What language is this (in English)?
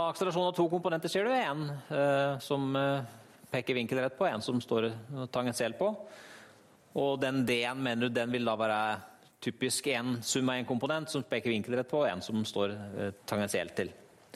Norwegian